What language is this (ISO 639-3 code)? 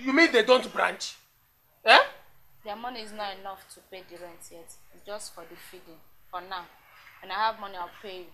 pcm